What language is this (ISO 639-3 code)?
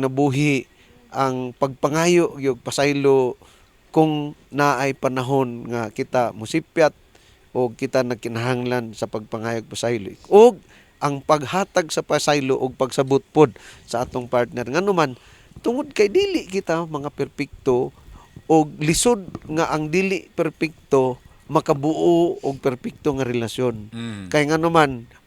ceb